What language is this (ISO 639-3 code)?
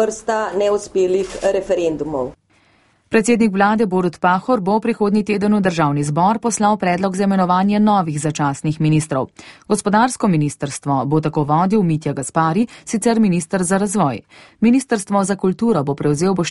slv